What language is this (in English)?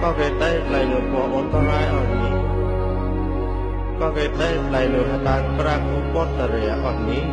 Mon